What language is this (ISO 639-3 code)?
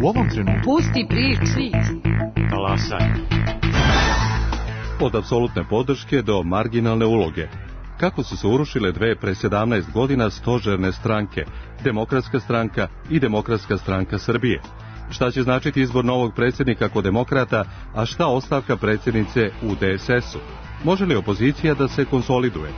srp